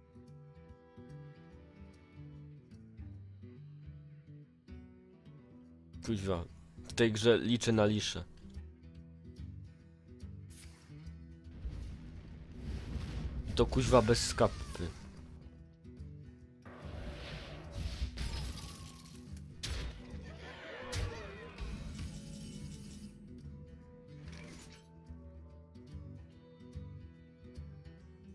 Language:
Polish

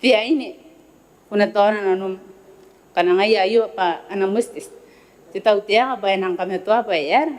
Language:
Gilbertese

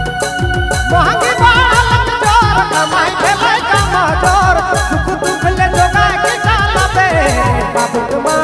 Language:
Sadri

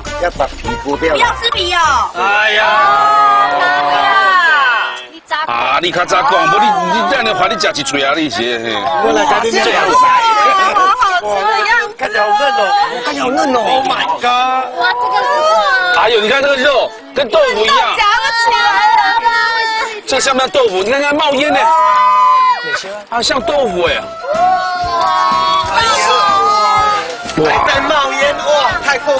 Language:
Chinese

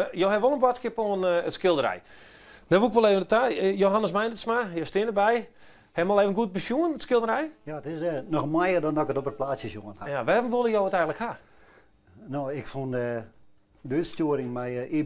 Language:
Western Frisian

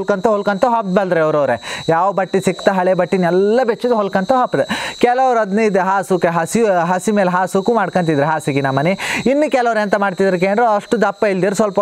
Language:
Kannada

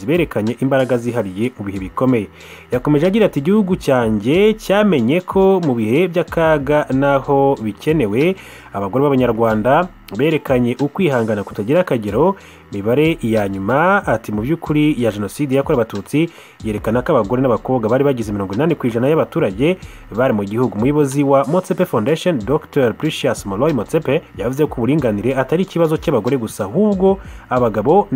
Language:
Kinyarwanda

